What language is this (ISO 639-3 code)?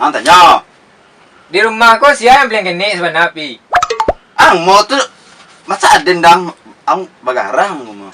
min